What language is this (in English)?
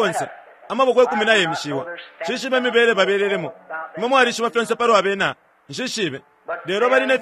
Bemba